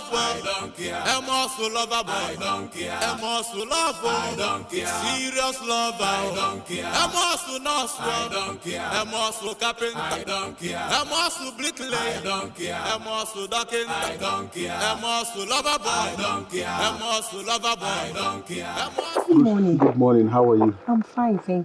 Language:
Nigerian Pidgin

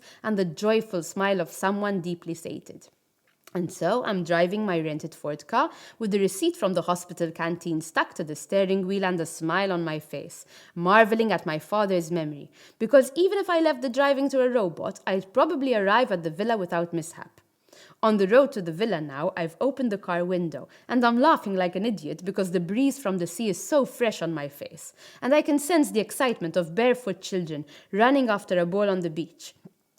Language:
English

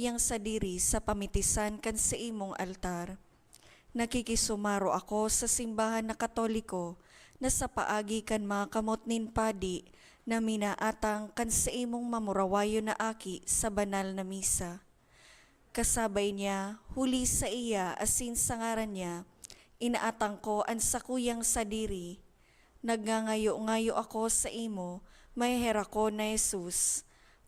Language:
Bikol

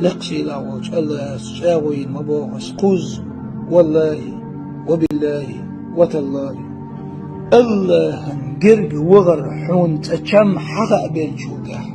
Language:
Chechen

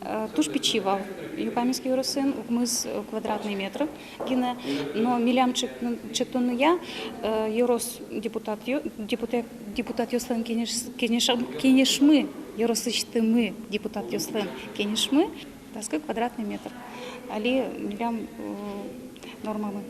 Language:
Udmurt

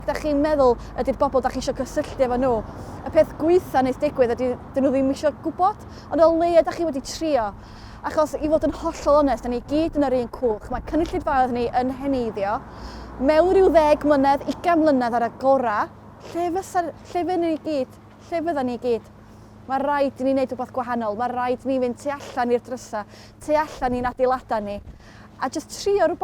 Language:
Welsh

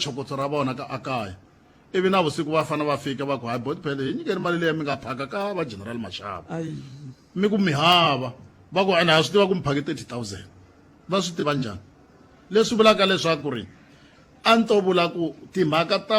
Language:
Tsonga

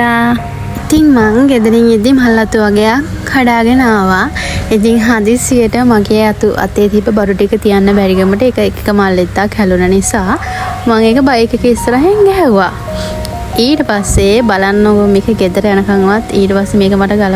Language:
Sinhala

